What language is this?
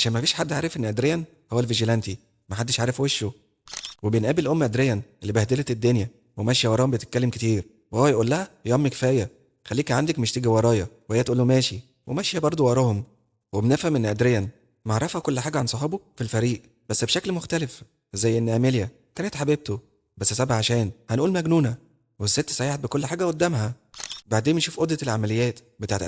Egyptian Arabic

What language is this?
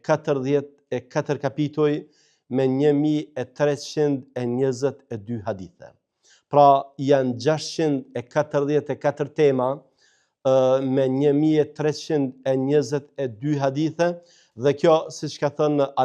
Albanian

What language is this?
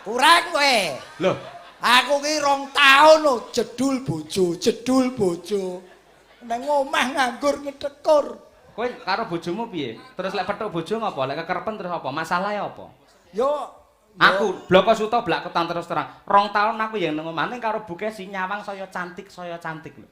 Javanese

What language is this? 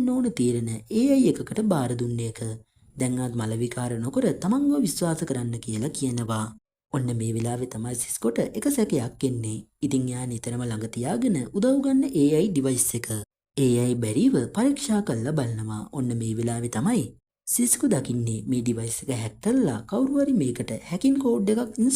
Sinhala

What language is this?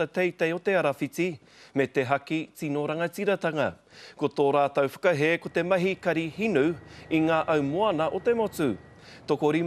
Māori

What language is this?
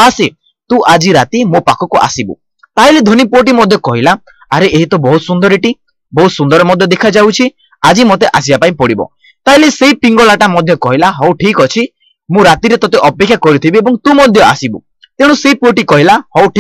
Odia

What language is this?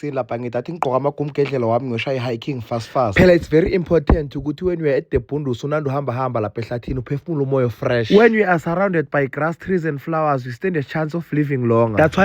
Zulu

